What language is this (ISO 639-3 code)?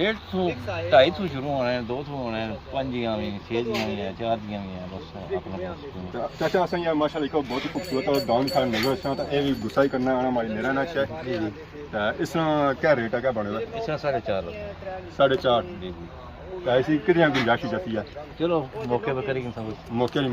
phr